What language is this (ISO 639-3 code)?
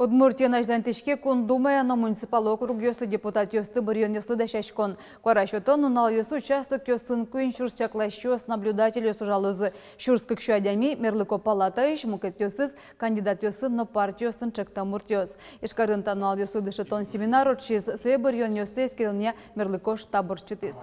udm